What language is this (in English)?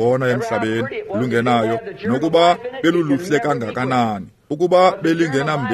Xhosa